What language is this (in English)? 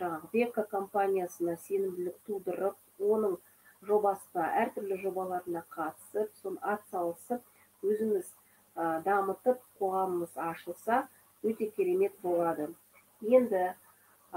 Kazakh